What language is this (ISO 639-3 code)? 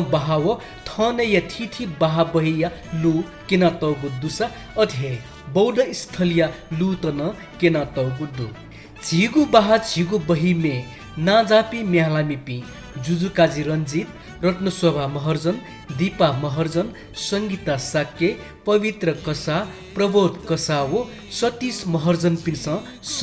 new